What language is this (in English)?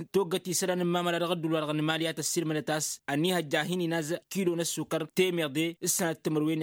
Tamasheq